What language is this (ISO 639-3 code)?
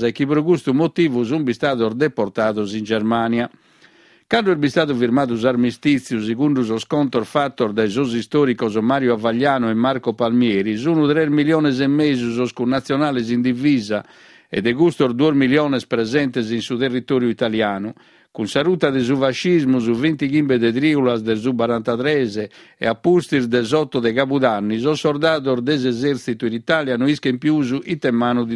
srd